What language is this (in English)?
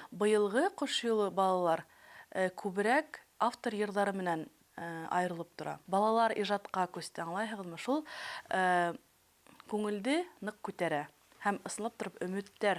Bashkir